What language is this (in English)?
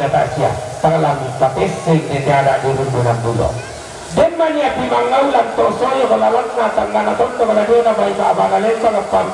Toraja-Sa'dan